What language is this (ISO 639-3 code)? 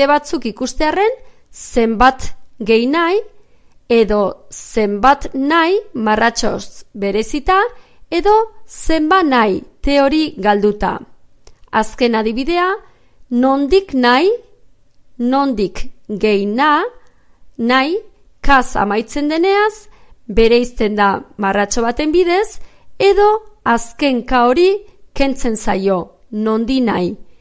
eus